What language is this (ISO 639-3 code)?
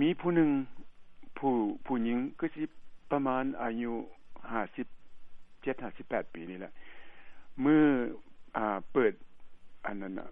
lao